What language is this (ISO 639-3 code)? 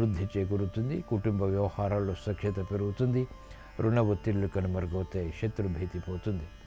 tel